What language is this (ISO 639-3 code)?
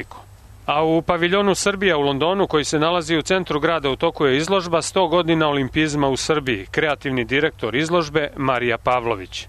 srp